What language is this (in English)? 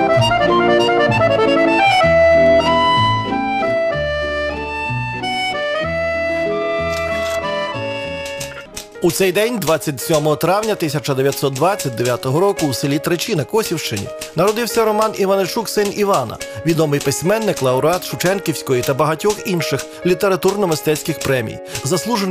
Ukrainian